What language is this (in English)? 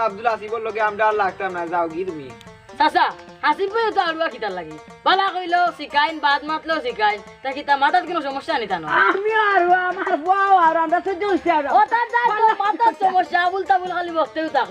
Sylheti